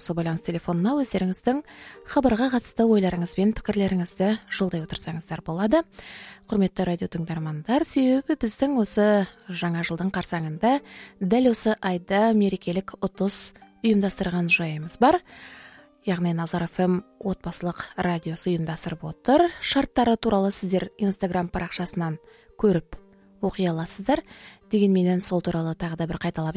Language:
Kazakh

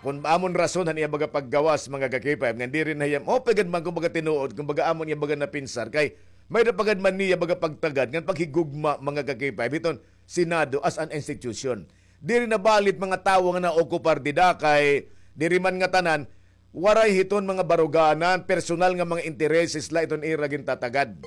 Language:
Waray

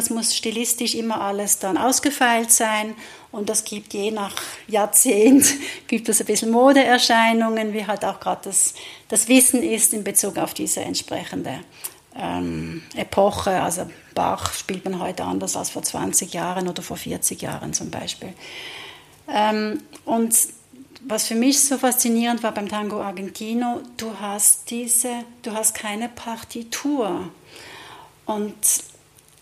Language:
German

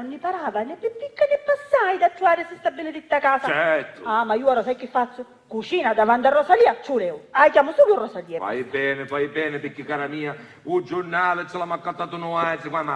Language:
Sicilian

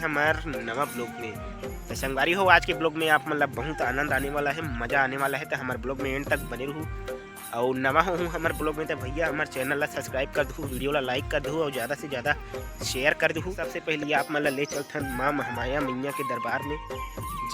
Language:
Chhattisgarhi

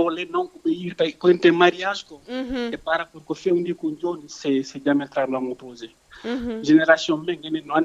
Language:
Fula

